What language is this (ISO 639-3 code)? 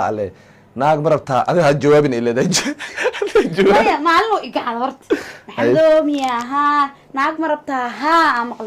som